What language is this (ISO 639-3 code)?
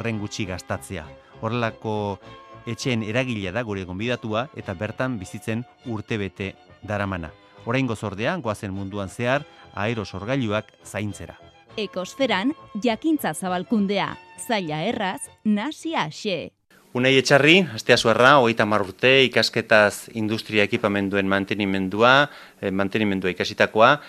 eus